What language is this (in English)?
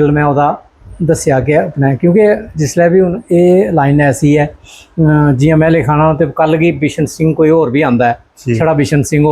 Dogri